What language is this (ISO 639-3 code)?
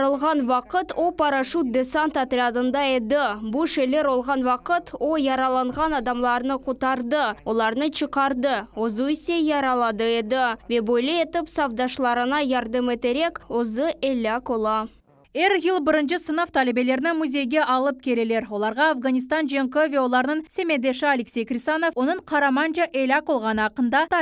crh